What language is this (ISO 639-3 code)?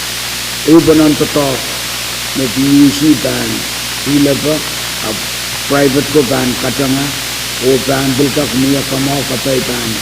pon